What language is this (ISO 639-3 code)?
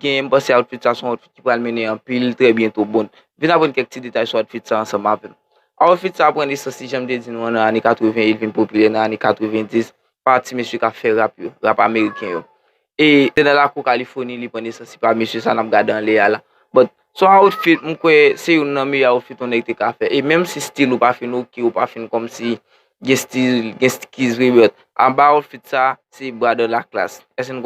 hat